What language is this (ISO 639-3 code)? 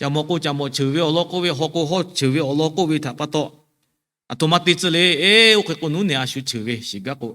lhu